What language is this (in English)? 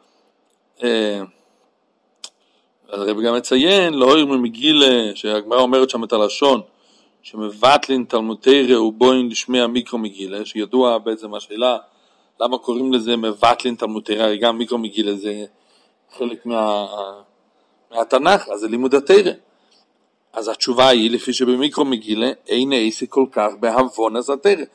Hebrew